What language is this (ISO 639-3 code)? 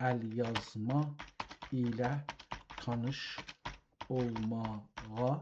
azb